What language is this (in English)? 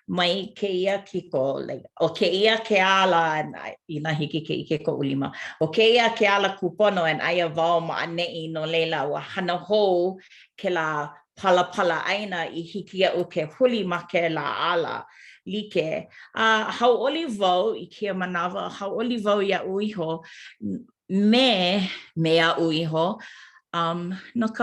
Hawaiian